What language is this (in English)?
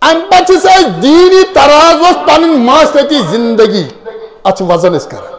Kashmiri